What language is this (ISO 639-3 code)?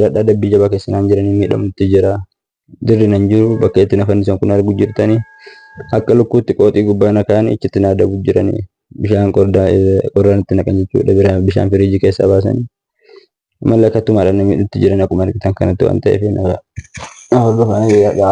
orm